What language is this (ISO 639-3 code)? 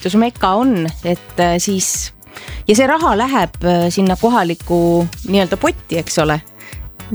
est